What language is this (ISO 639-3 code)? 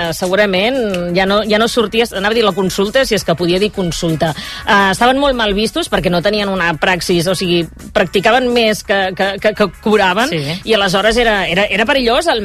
cat